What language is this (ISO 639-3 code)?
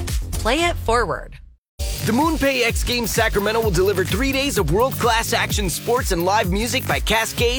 eng